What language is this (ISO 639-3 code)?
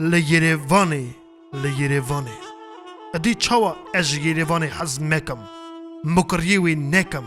kur